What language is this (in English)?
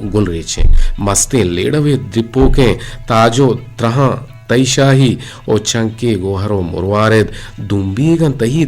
Eastern Balochi